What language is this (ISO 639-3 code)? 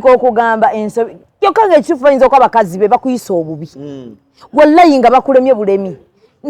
lug